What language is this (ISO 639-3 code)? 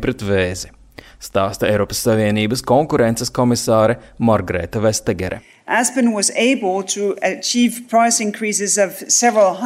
lav